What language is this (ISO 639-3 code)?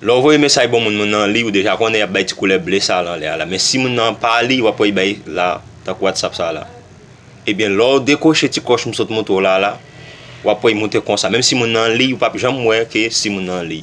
hat